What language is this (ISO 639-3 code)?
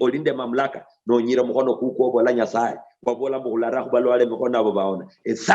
luy